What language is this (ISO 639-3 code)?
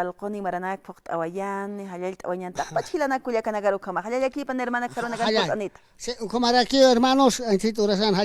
aym